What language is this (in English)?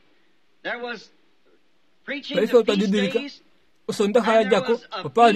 Kuanyama